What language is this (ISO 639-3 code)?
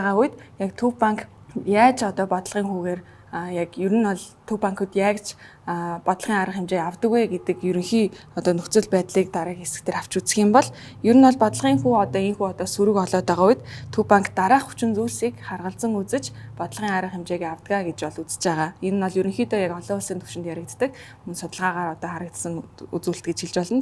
mon